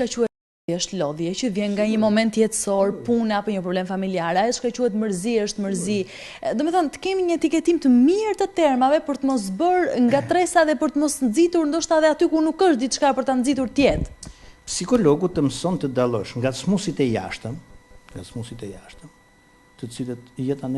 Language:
Albanian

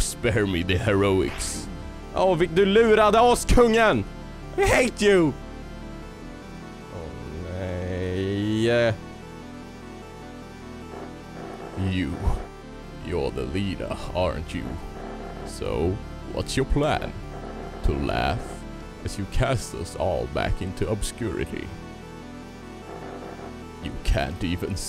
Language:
Swedish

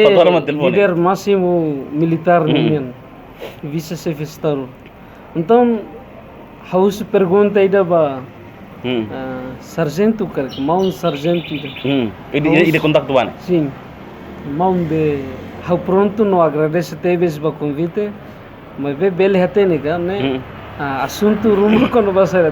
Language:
Tetum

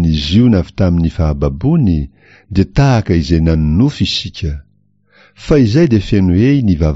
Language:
Malagasy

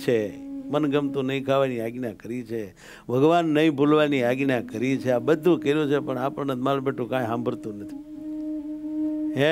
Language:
Gujarati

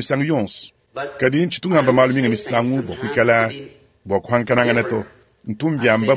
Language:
Luba-Lulua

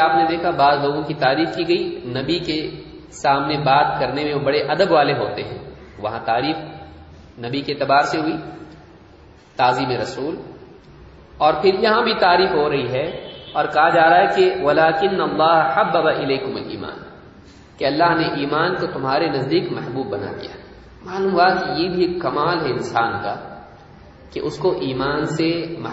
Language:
Urdu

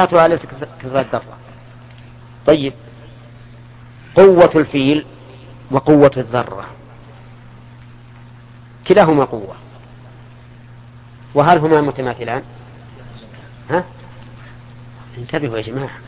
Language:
Arabic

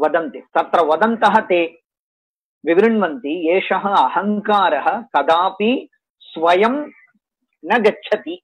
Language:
Sanskrit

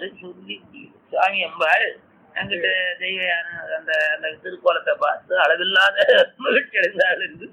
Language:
Tamil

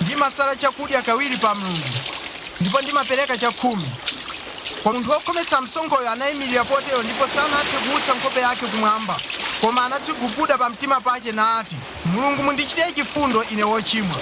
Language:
Nyanja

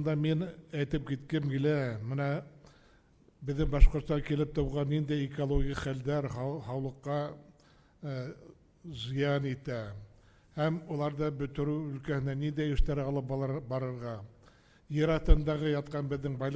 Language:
Bashkir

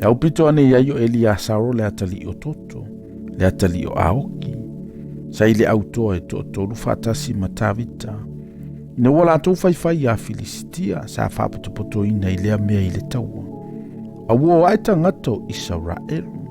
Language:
Samoan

